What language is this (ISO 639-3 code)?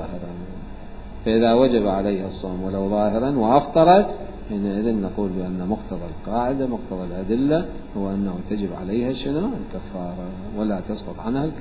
acm